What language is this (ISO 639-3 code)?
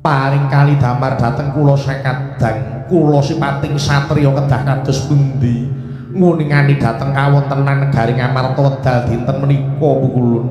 jav